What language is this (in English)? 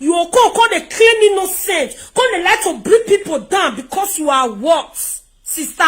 Nigerian Pidgin